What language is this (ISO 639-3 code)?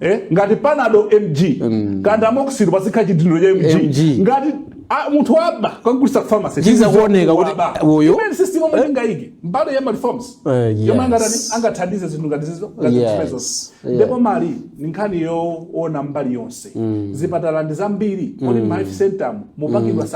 nya